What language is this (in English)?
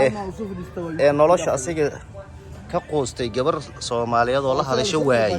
Somali